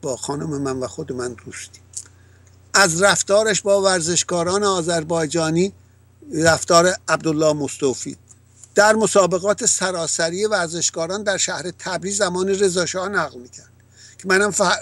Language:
Persian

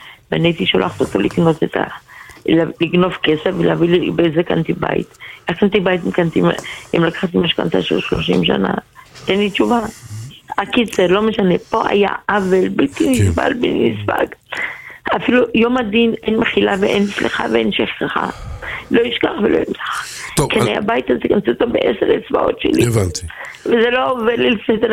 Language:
Hebrew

